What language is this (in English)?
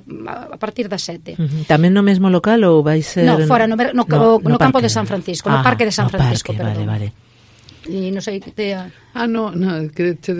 Galician